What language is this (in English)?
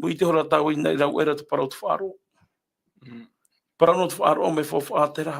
Tahitian